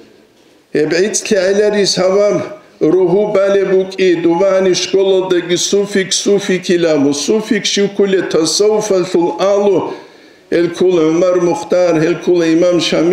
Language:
Avaric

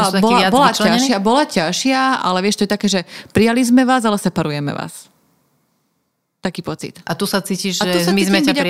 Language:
Slovak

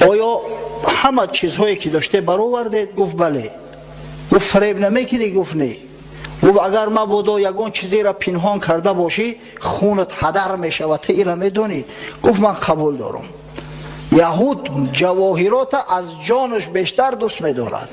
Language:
Tajik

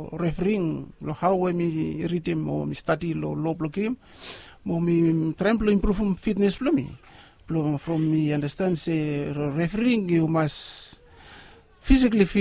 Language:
Bislama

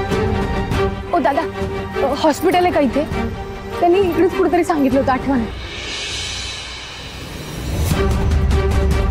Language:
Marathi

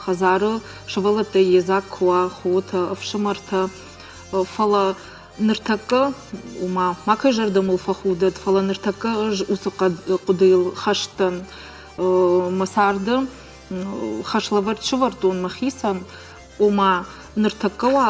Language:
Ossetic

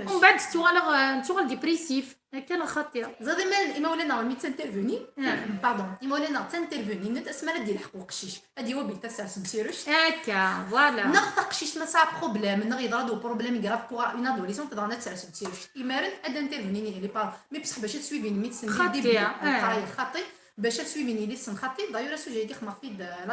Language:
Kabyle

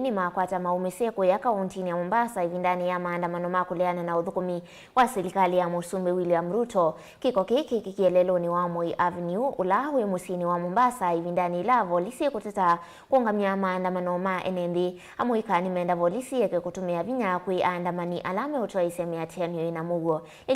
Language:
Kamba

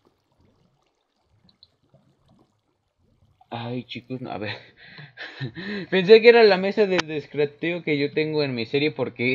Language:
Spanish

